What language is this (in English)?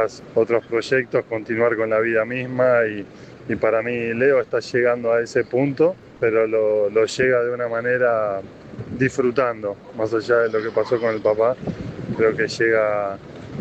Spanish